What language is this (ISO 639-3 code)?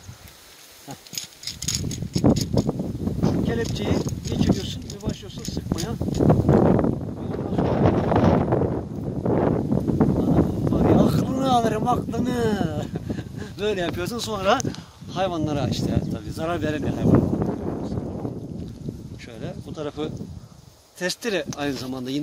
tur